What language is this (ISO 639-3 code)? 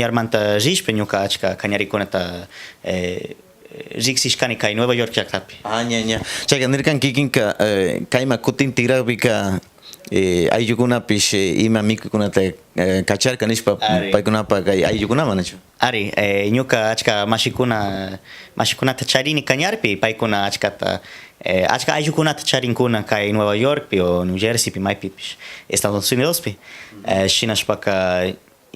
qxr